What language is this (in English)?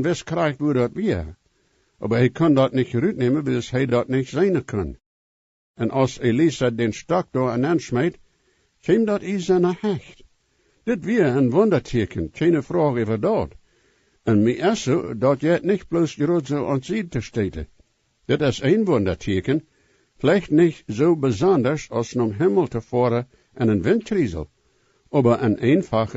Plautdietsch